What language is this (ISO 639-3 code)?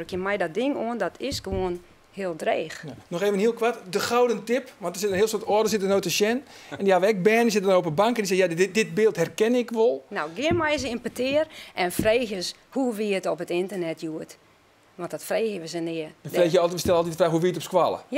fry